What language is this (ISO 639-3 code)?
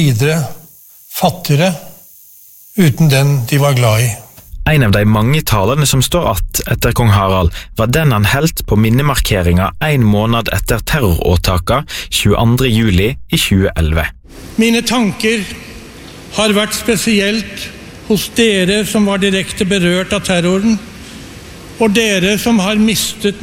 nor